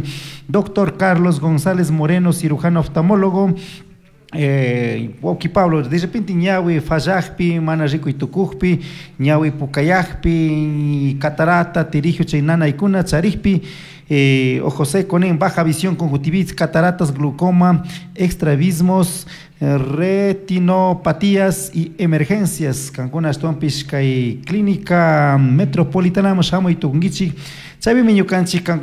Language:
Chimborazo Highland Quichua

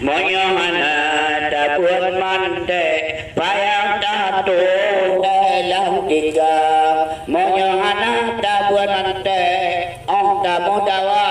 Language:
Achinese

